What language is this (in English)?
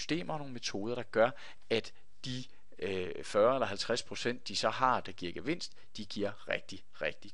Danish